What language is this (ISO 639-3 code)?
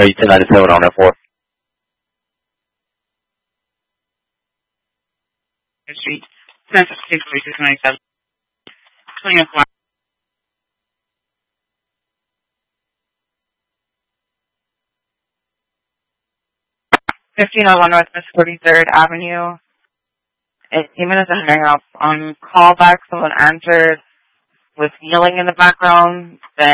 eng